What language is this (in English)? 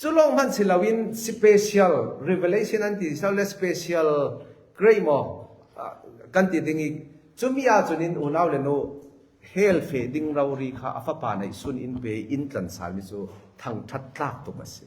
Falam Chin